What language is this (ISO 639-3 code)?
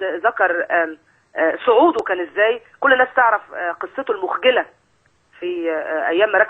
arz